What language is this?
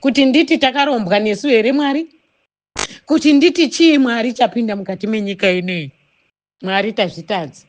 Shona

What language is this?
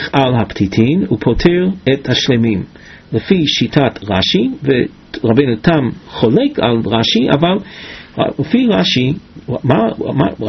Hebrew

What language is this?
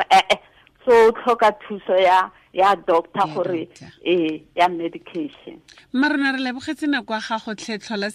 Tswana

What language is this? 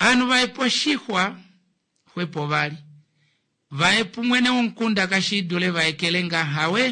Kuanyama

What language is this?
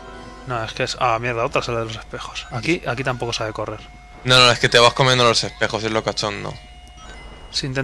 Spanish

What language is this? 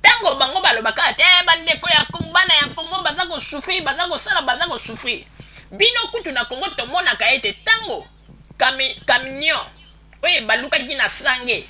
Lingala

